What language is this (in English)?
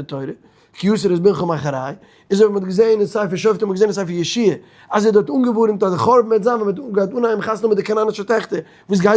Yiddish